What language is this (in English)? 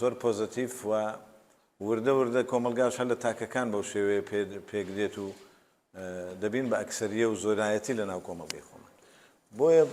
Central Kurdish